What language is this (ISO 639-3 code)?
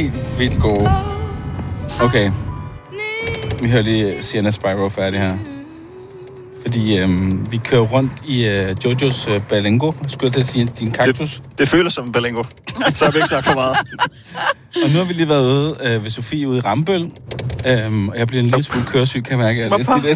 dan